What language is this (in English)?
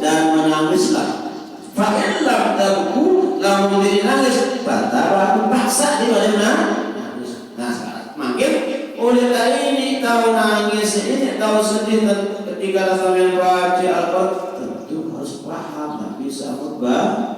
Sasak